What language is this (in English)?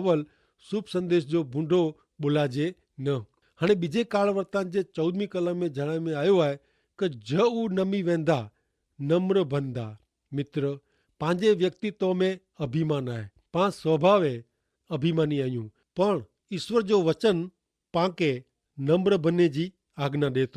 Kachhi